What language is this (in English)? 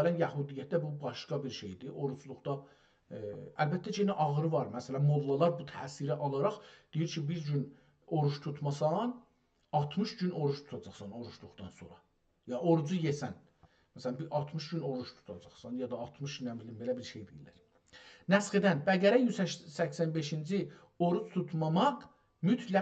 South Azerbaijani